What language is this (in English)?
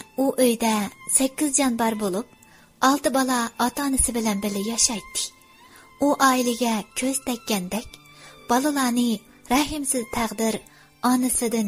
Uyghur